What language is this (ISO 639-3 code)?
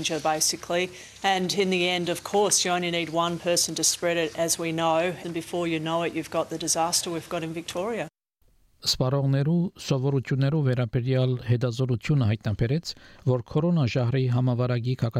hye